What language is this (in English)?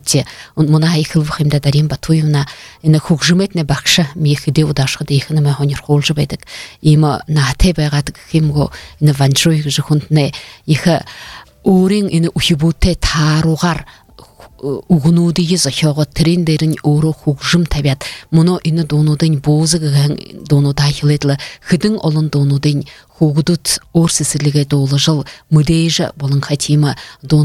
Buriat